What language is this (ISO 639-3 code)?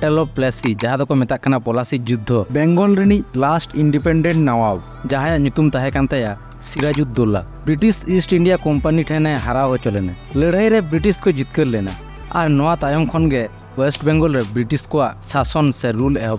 sat